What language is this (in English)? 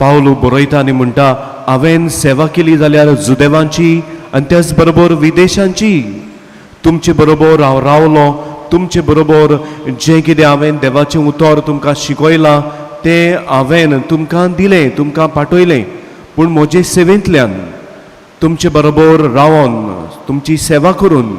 Konkani